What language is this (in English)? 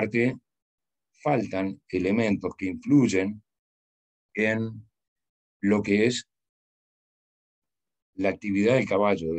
Spanish